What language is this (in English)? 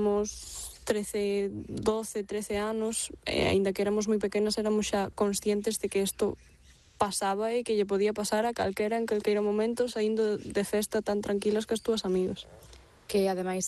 Galician